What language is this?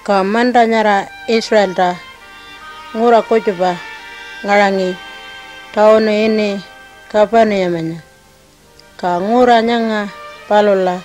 Pitjantjatjara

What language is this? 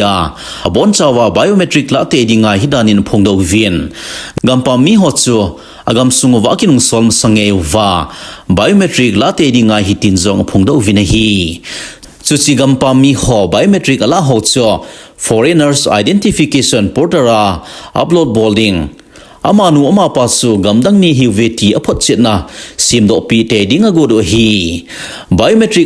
Thado Chin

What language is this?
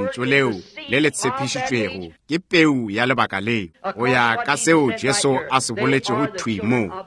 Northern Sotho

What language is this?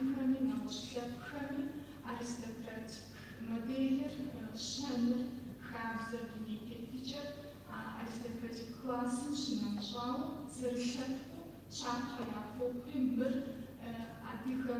Kabardian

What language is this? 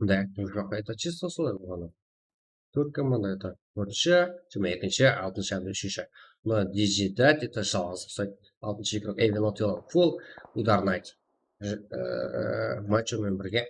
Kara-Kalpak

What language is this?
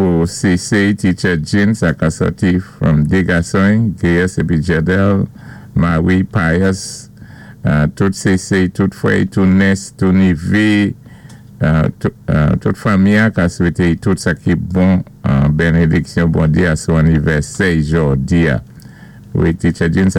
Saint Lucian Creole French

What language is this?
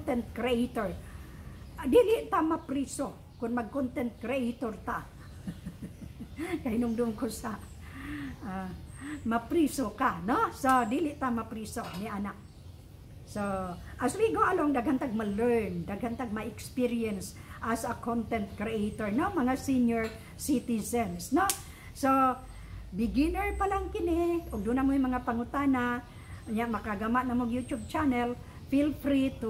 Cebuano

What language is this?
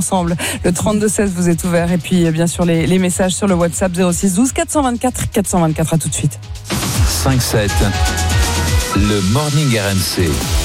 French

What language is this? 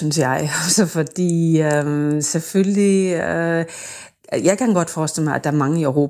Danish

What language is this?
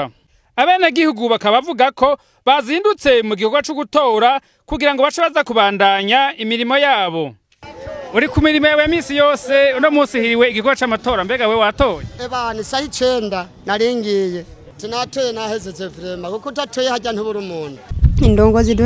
Rundi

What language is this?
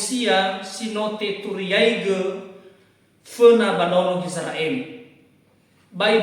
Nias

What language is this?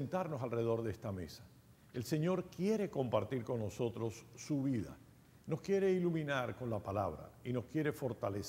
Spanish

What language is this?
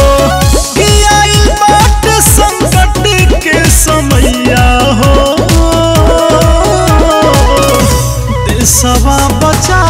Bhojpuri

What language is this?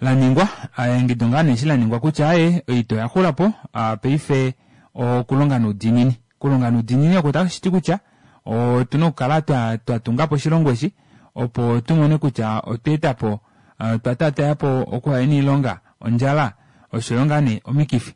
Kuanyama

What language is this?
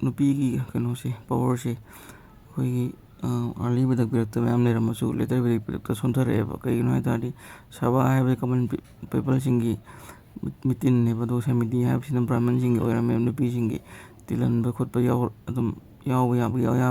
Manipuri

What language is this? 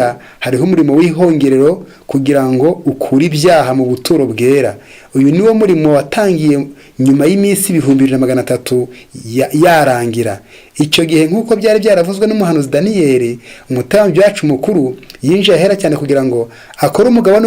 Kinyarwanda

